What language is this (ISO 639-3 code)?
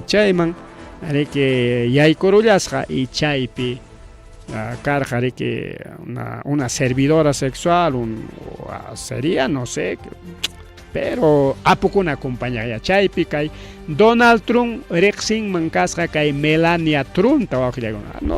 quy